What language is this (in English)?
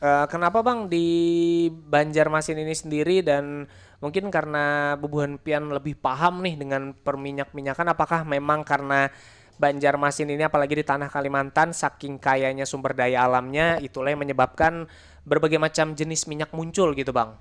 Banjar